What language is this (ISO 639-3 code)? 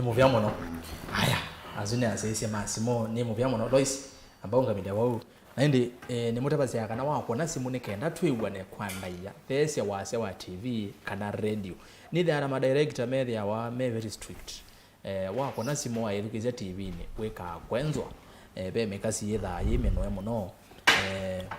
kam